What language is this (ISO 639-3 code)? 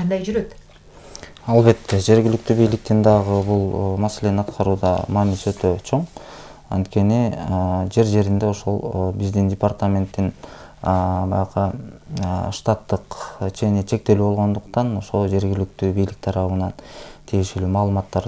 kir